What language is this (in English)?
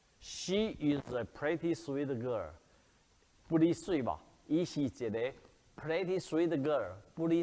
Min Nan Chinese